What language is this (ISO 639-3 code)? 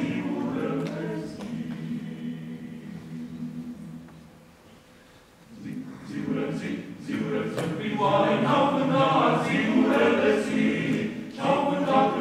ron